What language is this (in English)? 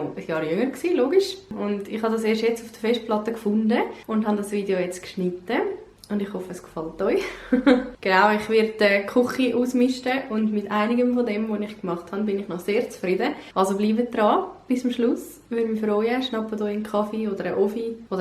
Swiss German